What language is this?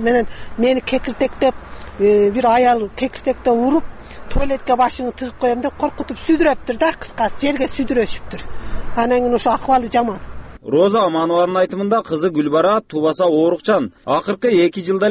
Kyrgyz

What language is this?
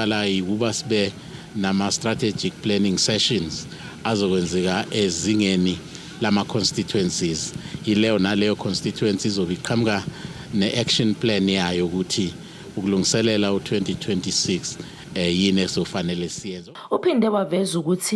Zulu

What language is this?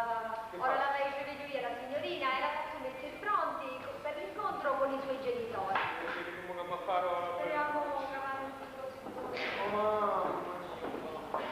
Sicilian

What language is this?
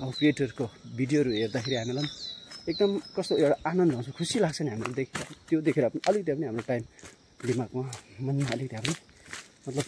Nepali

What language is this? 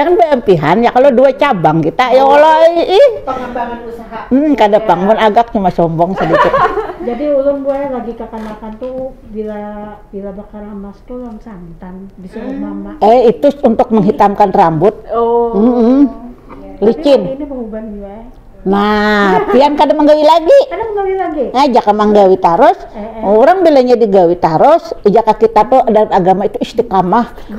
Banjar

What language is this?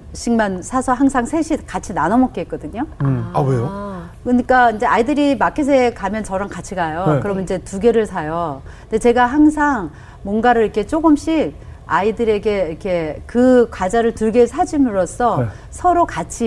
Korean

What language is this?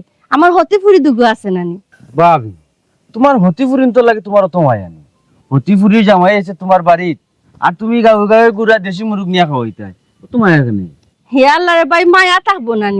Sylheti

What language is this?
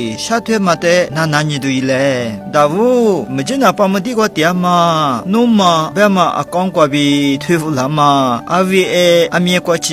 Lisu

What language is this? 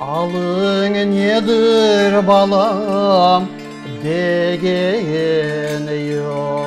Crimean Tatar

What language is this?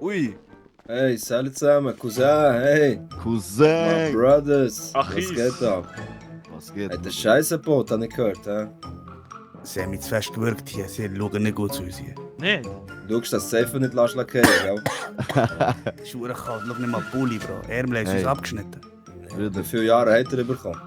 Swiss German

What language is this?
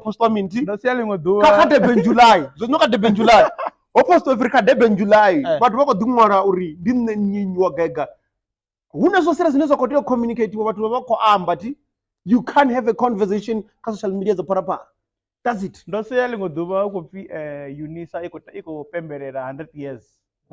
Venda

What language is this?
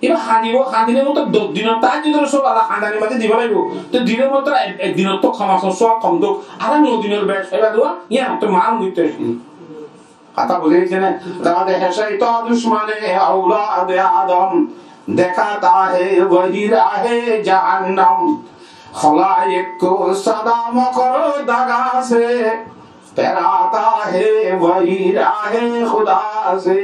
Rohingya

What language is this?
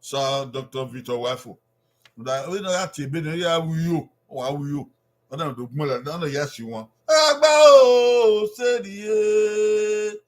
Bini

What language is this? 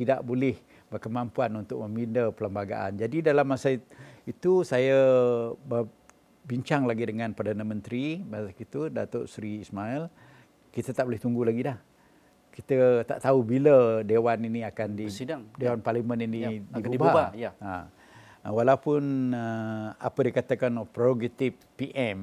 Malay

